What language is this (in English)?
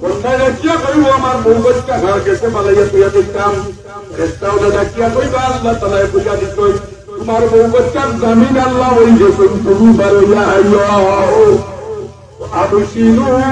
Sylheti